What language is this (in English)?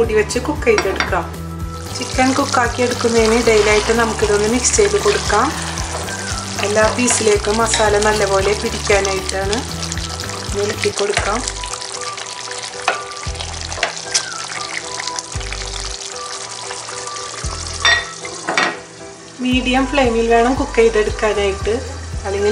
Malayalam